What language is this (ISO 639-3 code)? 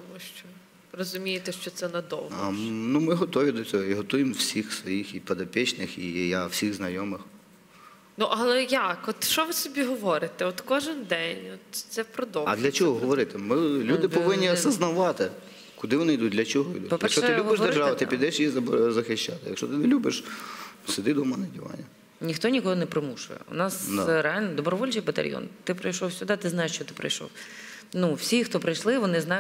ukr